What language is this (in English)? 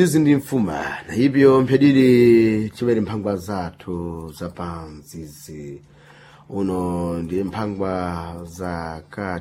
Sena